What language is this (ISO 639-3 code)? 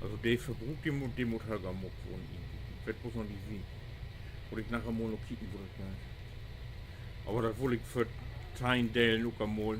nds